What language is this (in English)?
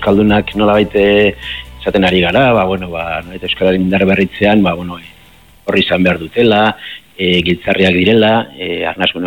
Basque